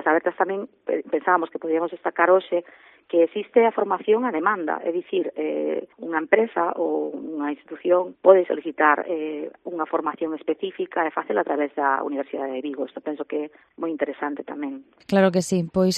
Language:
Galician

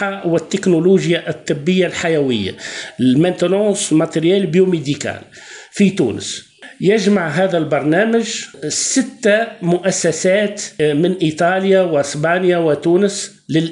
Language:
Tunisian Arabic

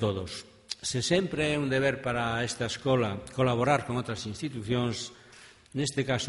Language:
Galician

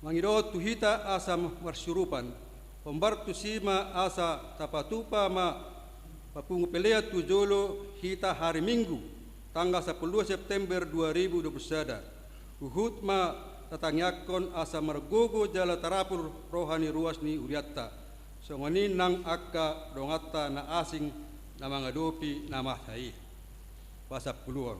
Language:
Batak Toba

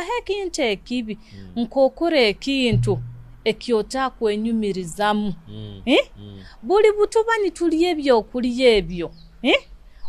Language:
Nyoro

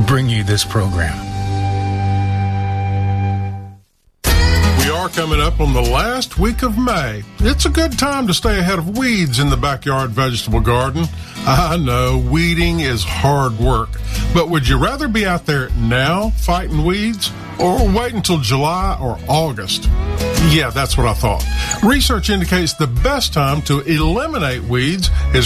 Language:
English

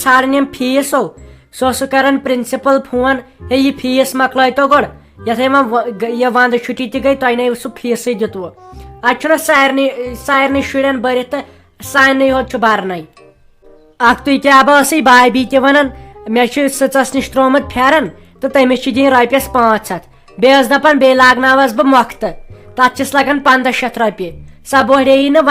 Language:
Kashmiri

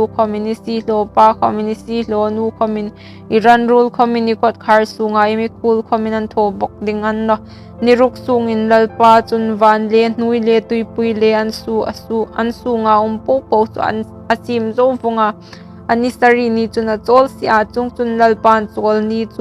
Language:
Hmar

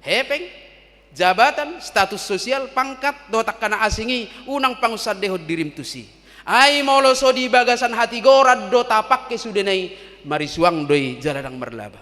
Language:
Batak Toba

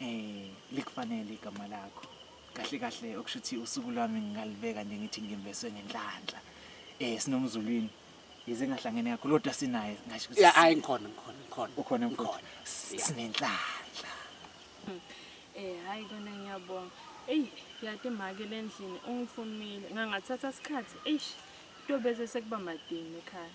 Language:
Zulu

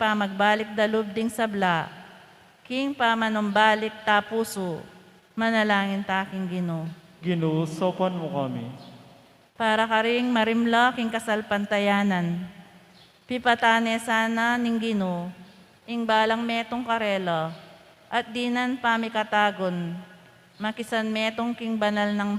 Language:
Pampanga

